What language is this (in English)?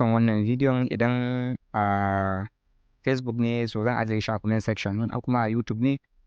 Hausa